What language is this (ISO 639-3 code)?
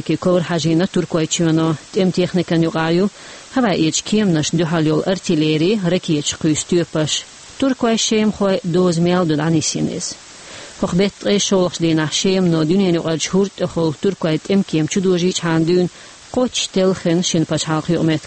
che